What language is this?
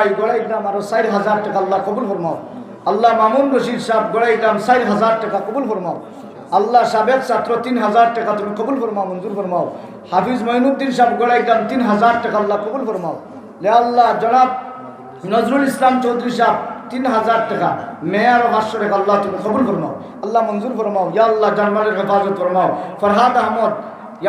Sylheti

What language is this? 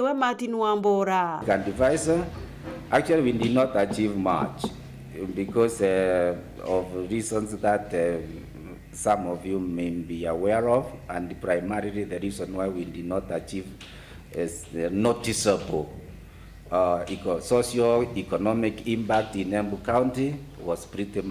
Meru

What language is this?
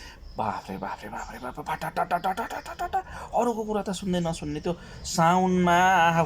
Nepali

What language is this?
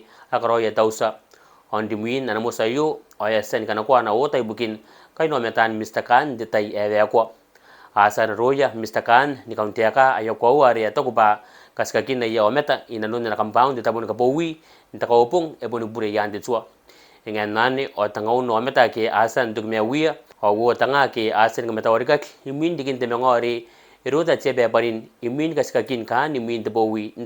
Gilbertese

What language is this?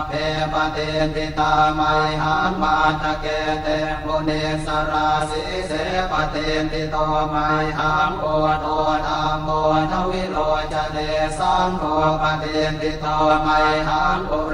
Pali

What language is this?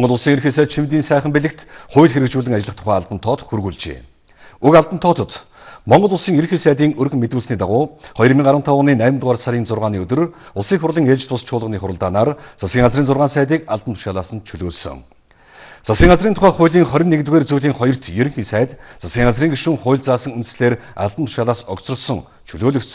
Mongolian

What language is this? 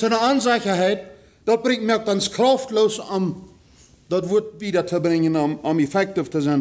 Plautdietsch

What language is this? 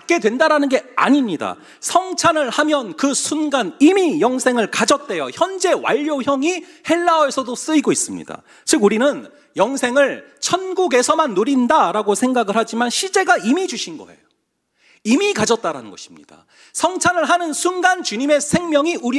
Korean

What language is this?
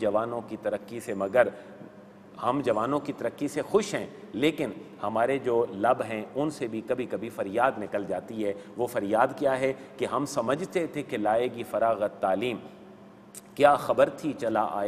Urdu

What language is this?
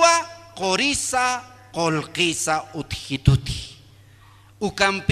Aymara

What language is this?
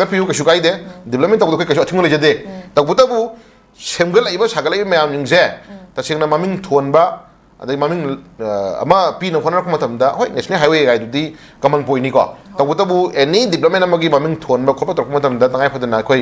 Manipuri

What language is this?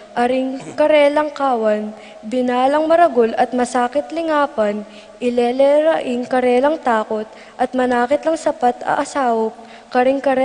Pampanga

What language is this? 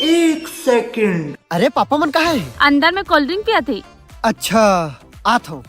Chhattisgarhi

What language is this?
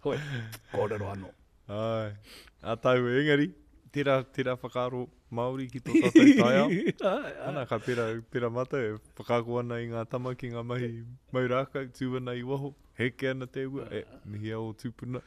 Māori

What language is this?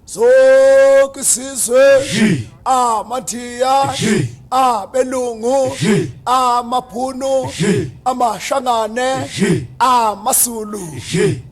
Zulu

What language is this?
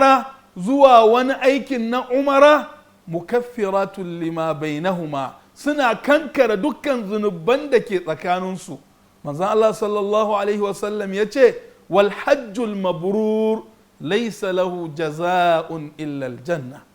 Hausa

